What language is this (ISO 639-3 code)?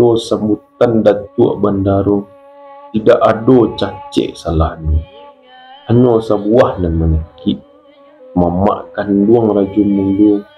min